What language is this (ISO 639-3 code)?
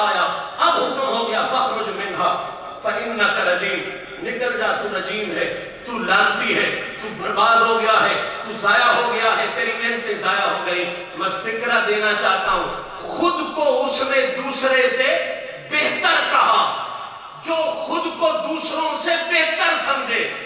urd